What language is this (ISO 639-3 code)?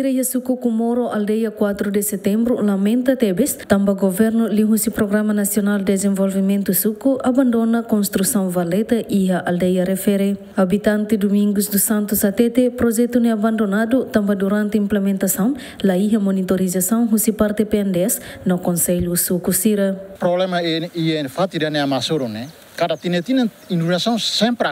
tet